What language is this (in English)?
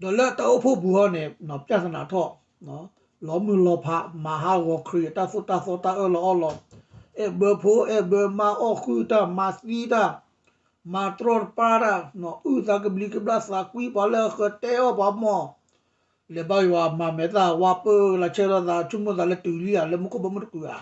S'gaw Karen